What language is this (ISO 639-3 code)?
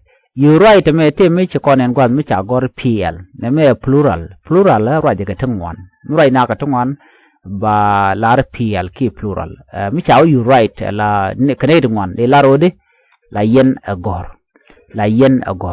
nus